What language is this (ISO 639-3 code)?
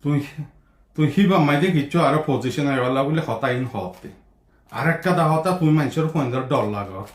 rhg